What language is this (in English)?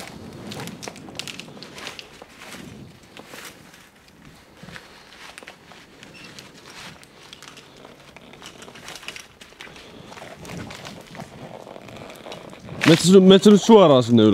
Finnish